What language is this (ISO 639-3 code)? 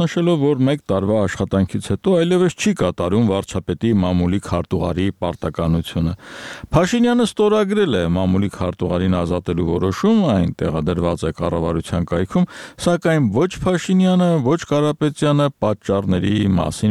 hye